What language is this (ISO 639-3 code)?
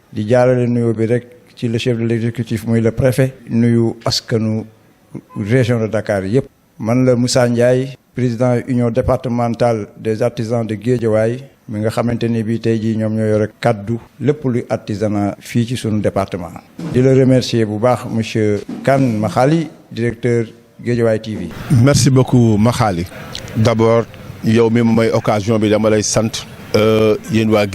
wol